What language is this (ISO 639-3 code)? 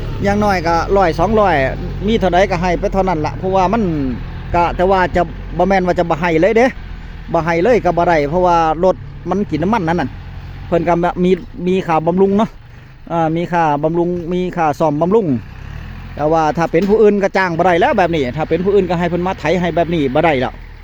tts